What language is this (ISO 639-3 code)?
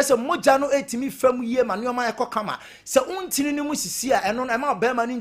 aka